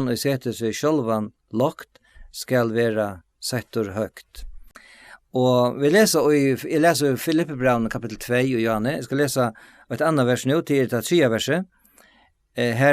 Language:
Faroese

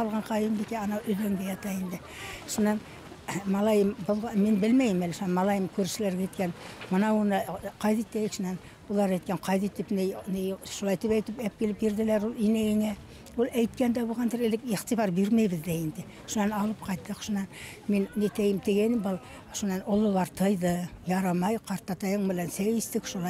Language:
Bashkir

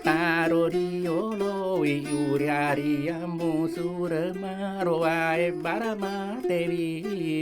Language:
Buginese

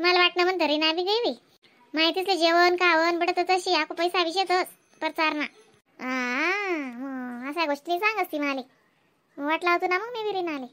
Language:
Khandesi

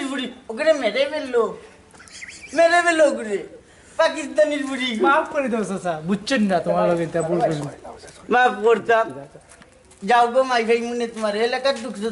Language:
Sylheti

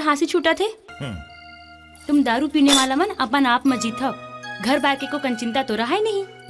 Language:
Chhattisgarhi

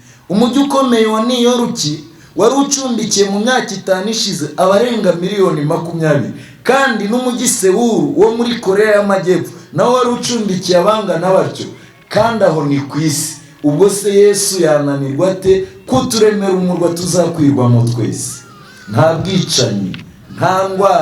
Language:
Kinyarwanda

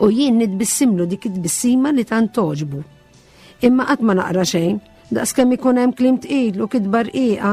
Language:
Maltese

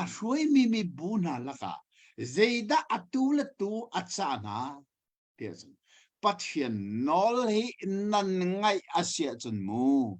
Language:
Hakha Chin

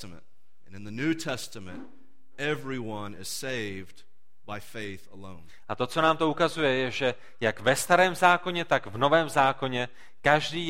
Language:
Czech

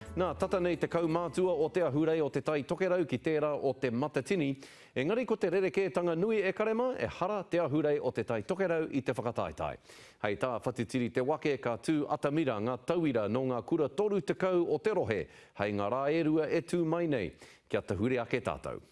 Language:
Māori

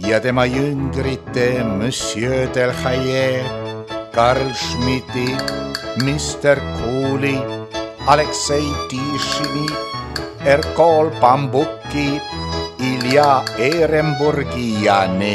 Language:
Estonian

